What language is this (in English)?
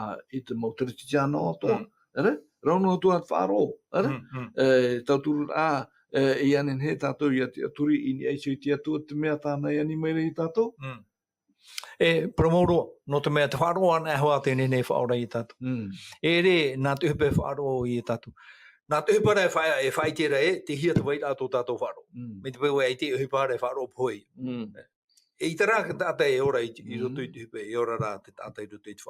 Tahitian